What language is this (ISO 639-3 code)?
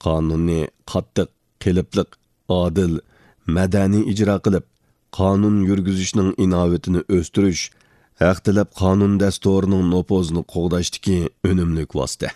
uig